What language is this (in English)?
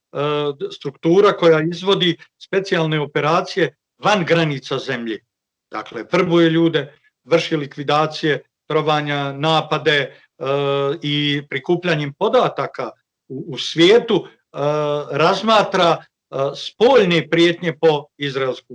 Bosnian